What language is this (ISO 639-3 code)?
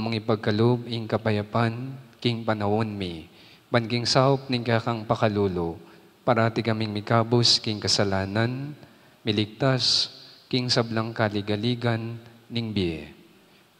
pam